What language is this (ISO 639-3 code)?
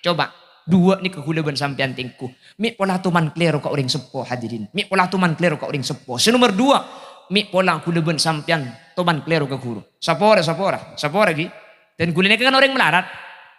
mad